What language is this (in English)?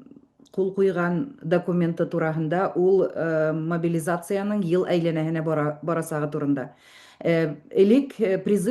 Bashkir